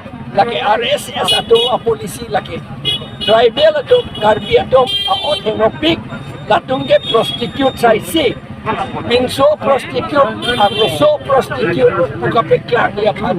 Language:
Karbi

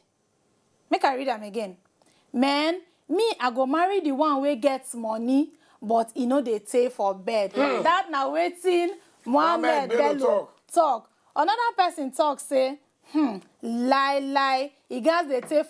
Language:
Nigerian Pidgin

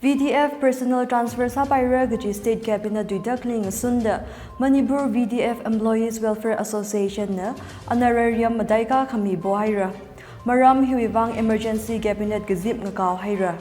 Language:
Tangkhul Naga (India)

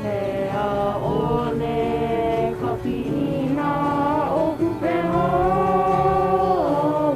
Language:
Hawaiian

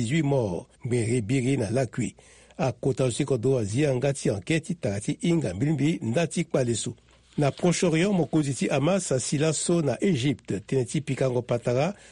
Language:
Sango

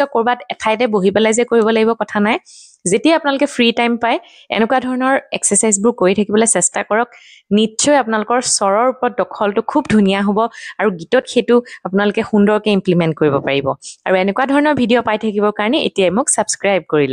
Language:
Assamese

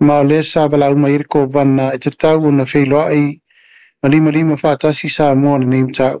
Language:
Samoan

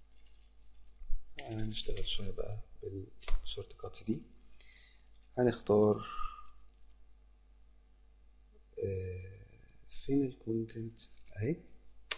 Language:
Egyptian Arabic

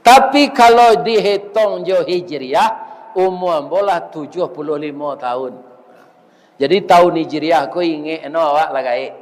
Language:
Minangkabau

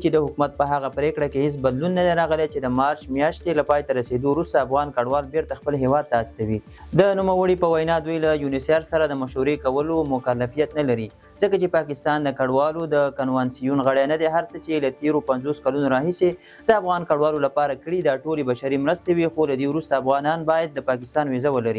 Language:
Pashto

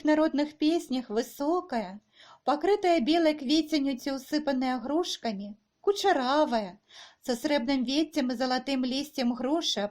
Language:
Belarusian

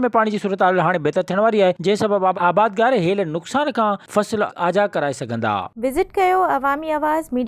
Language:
Sindhi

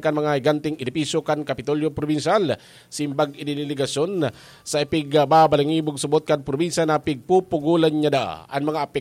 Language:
Bikol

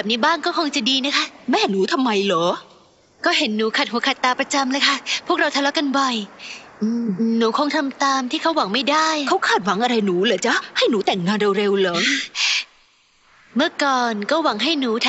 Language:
Thai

